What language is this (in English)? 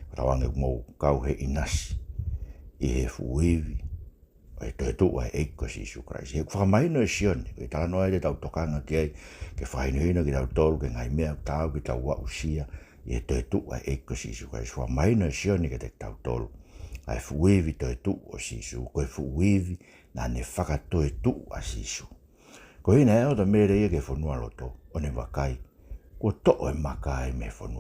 Tongan